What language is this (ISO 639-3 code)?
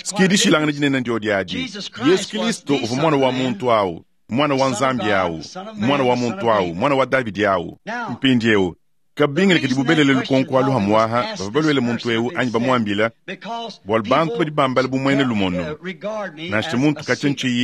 lua